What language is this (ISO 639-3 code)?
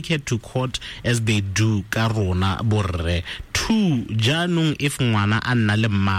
tsn